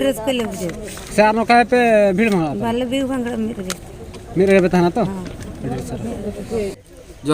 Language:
Santali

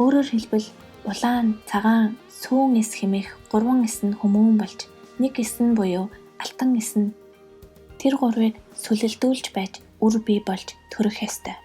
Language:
Mongolian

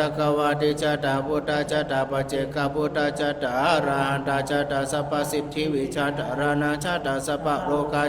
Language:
Pali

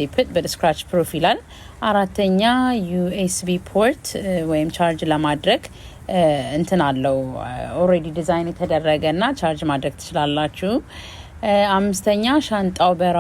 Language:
Amharic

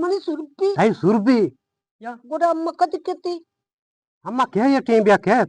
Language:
Eastern Balochi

